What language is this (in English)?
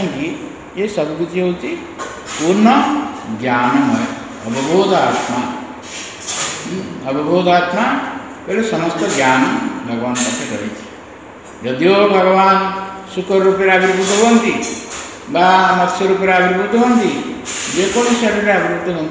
Odia